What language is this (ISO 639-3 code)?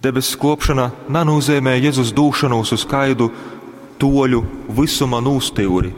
ltg